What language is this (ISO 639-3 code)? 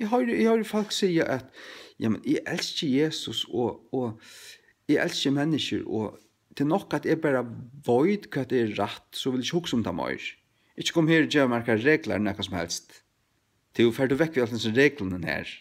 fao